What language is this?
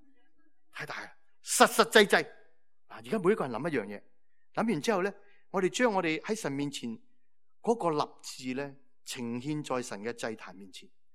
Cantonese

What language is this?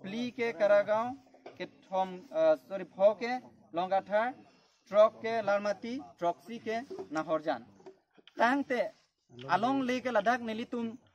Karbi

